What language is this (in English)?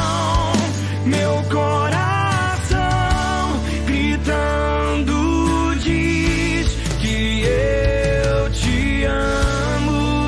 Portuguese